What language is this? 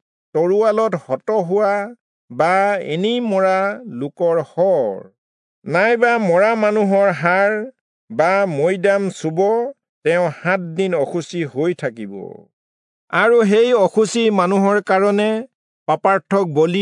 Assamese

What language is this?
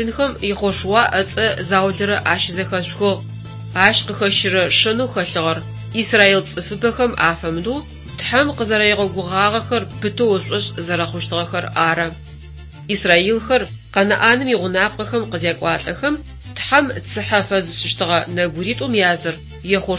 Adyghe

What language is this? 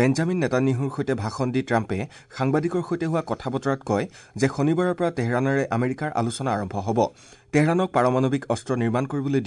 Assamese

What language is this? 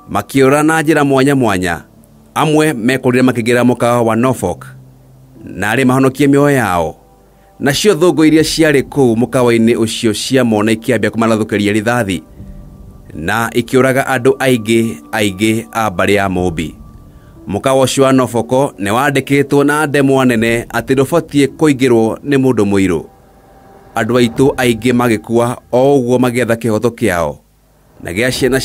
Kikuyu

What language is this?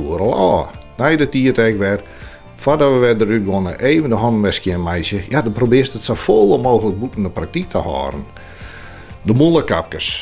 Western Frisian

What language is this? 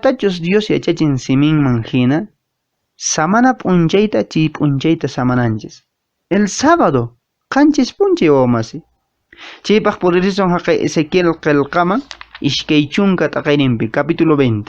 Quechua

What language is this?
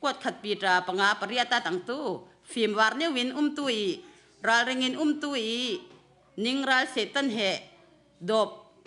Falam Chin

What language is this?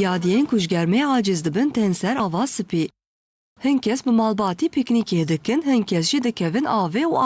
Kurdish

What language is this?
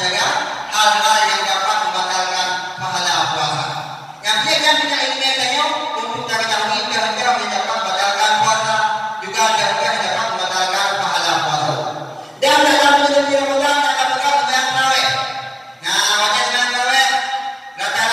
Achinese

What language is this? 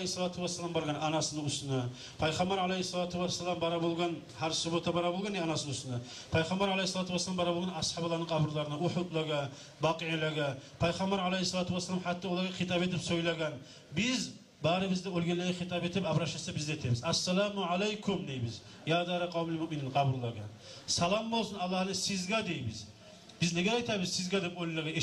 Kumyk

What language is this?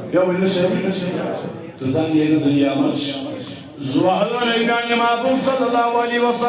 Kashmiri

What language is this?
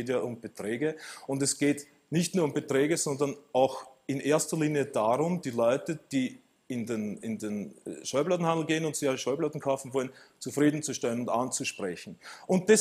German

